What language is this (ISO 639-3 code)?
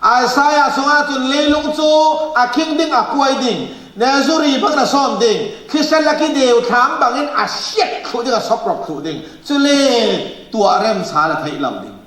cfm